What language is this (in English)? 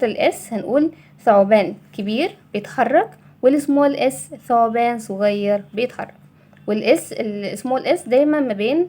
Egyptian Arabic